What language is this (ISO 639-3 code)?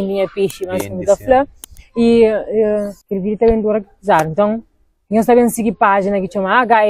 kea